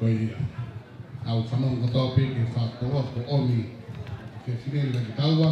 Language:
Tongan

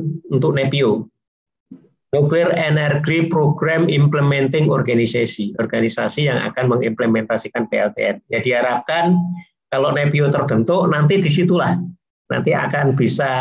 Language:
Indonesian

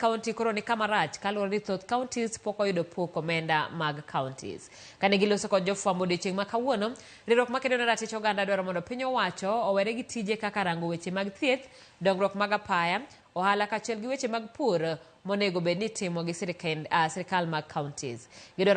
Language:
Luo (Kenya and Tanzania)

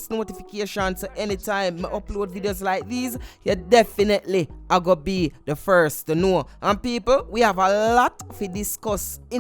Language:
Jamaican Creole English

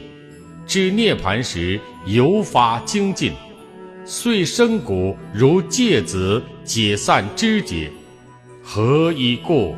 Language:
Chinese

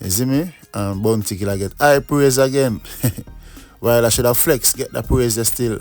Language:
Jamaican Creole English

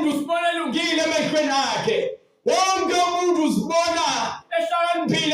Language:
Zulu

